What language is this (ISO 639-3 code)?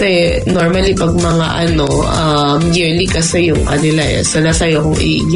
fil